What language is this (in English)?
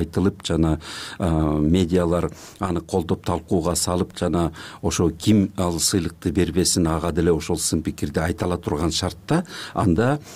Kyrgyz